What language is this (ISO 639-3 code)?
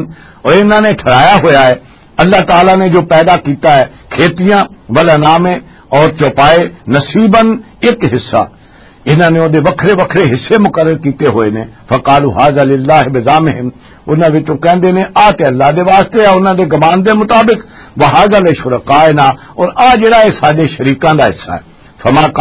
lah